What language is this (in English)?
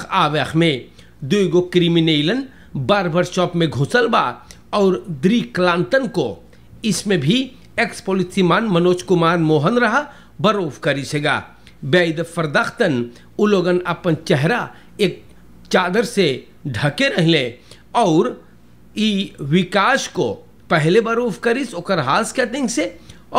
Caribbean Hindustani